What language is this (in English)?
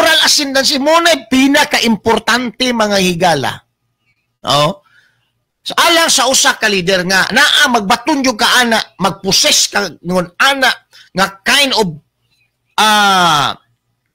Cebuano